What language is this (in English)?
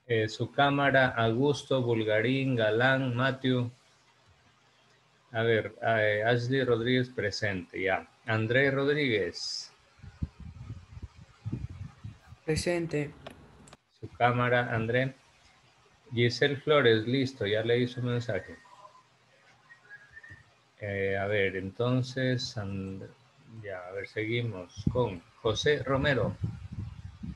Spanish